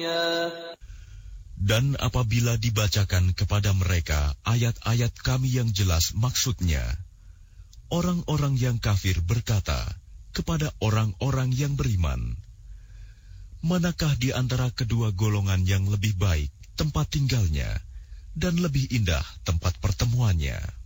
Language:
Indonesian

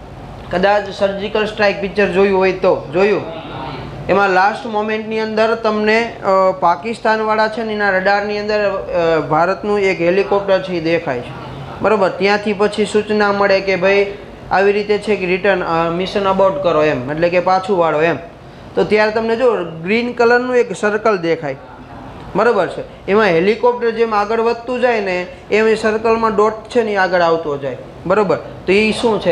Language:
Gujarati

